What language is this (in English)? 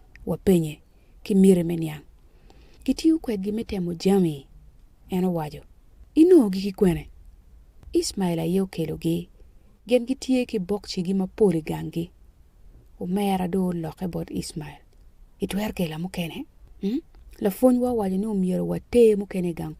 Acoli